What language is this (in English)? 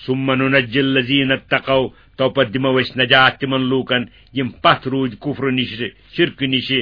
Kashmiri